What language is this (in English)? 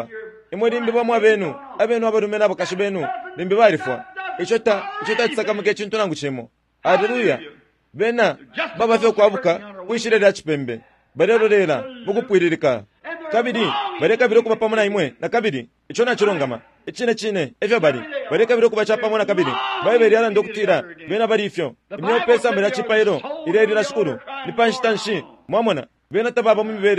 Bemba